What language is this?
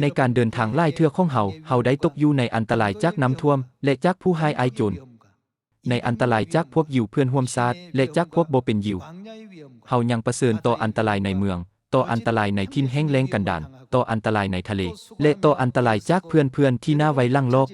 Lao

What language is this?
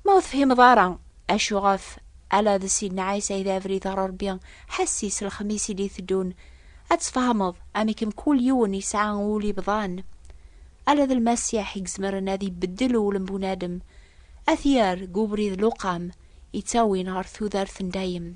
Kabyle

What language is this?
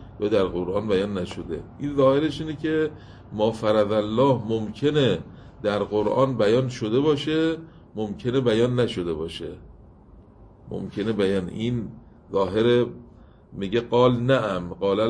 Persian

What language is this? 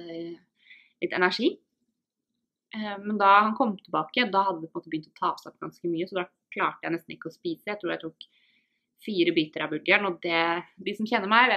Norwegian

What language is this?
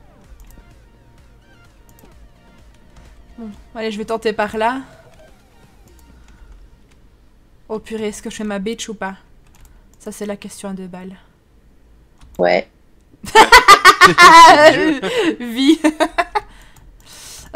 French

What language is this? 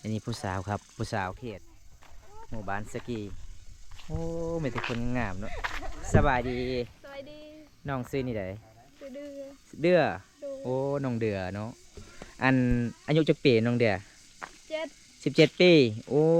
Lao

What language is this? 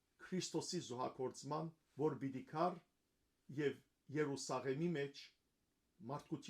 Western Armenian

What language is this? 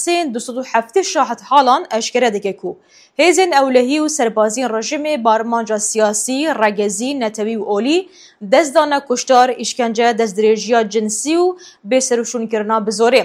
Kurdish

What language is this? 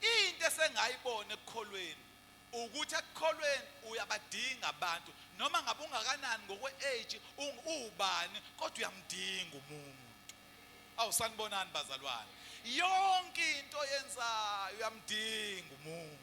Zulu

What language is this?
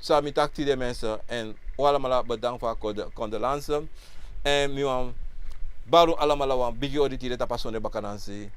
Sranan Tongo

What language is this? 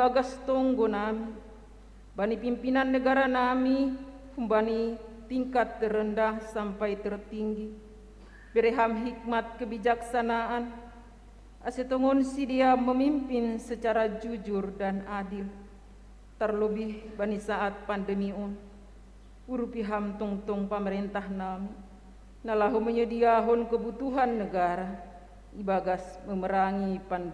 Batak Simalungun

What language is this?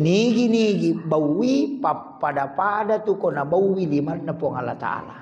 Buginese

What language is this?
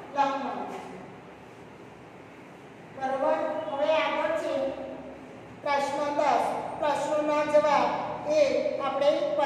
Gujarati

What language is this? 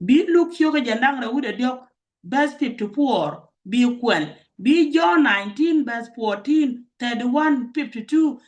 Nuer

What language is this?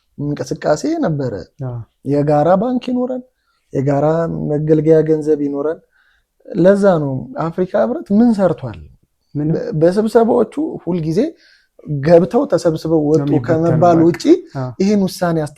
Amharic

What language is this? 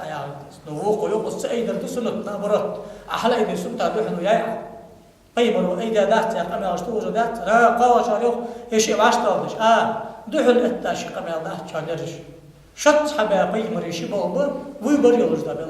Ingush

